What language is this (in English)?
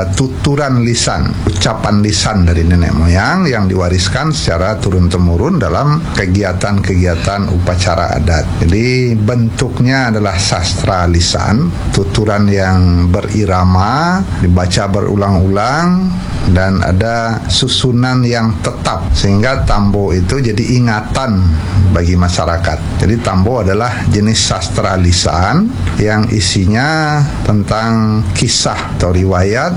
Indonesian